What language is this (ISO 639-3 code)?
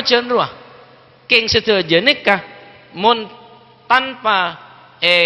mad